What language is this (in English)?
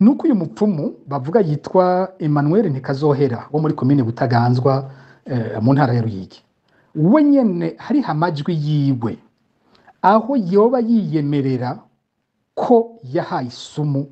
Rundi